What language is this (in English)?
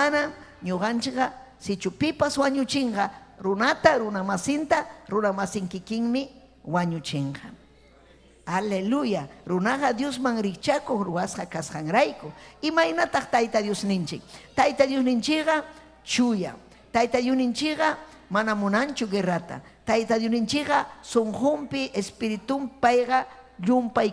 Ayacucho Quechua